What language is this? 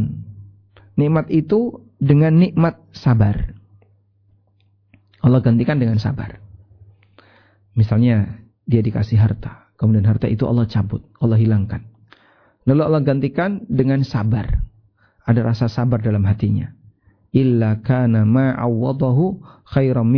Indonesian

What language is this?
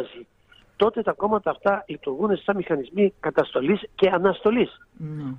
Greek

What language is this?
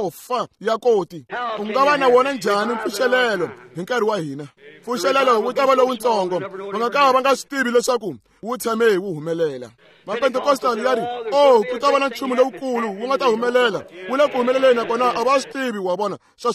Tsonga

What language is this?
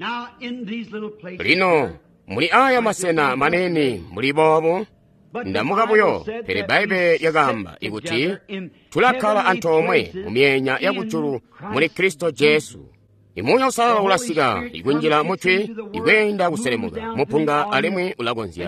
Tonga (Zambia)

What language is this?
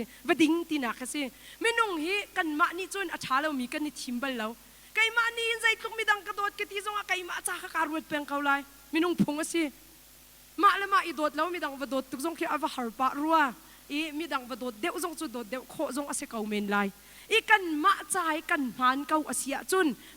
Hakha Chin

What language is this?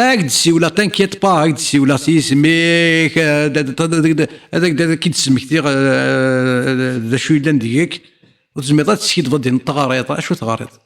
Kabyle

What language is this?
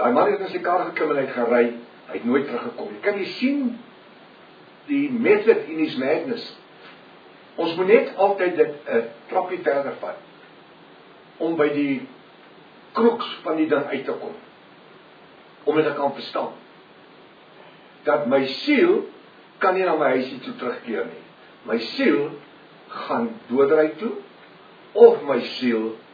Afrikaans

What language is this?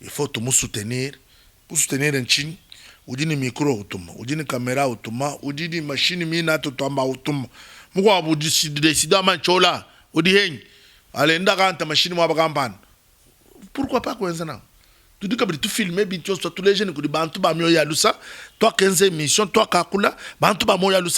Luba-Lulua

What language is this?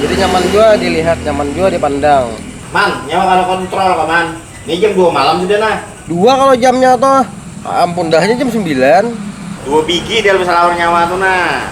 Banjar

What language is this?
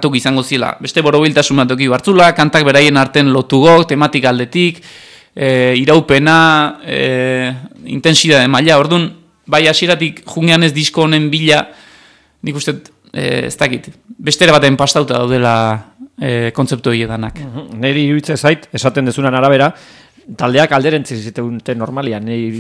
Basque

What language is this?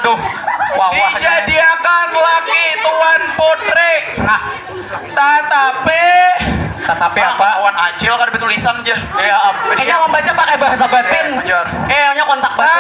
Banjar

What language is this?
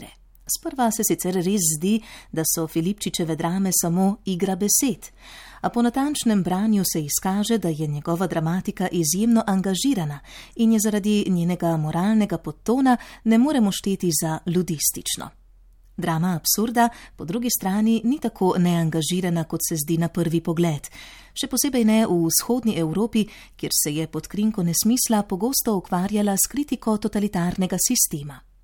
Slovenian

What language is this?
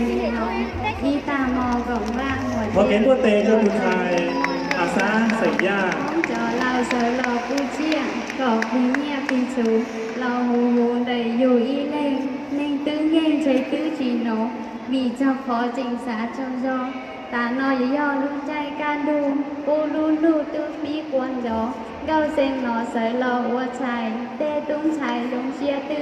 Hmong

